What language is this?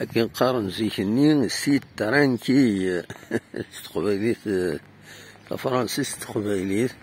Kabyle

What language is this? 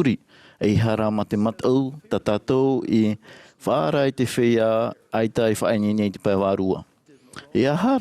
Tahitian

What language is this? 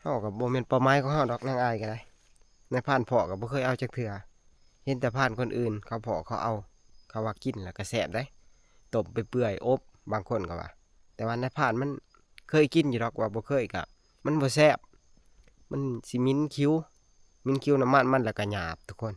Northeastern Thai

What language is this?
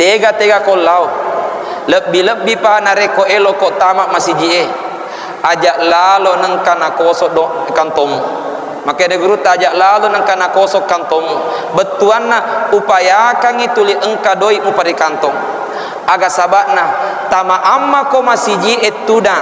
Buginese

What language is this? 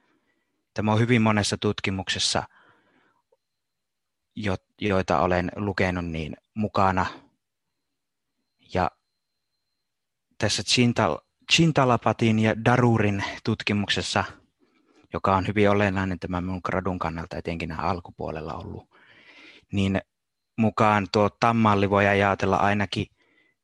Finnish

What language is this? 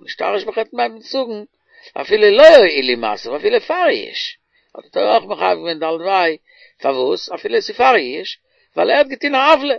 Yiddish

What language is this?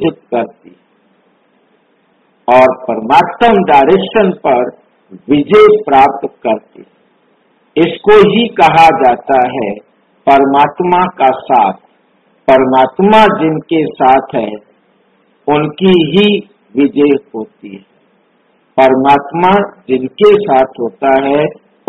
Hindi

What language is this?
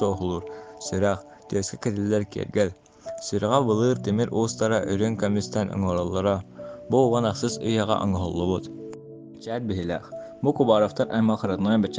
Yakut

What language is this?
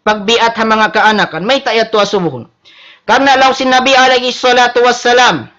Tausug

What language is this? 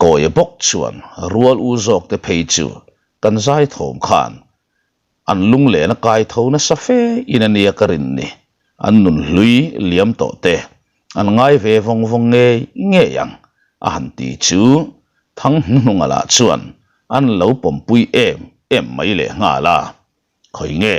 Mizo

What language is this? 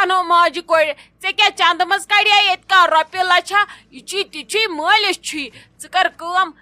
Kashmiri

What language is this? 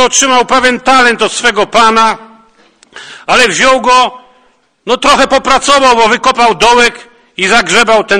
Polish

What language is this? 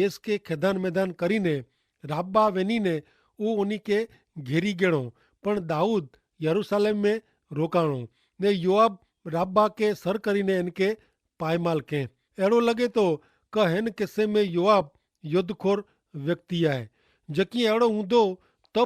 Kachhi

